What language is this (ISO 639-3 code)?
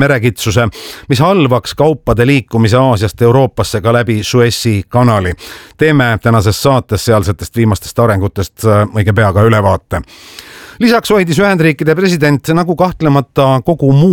est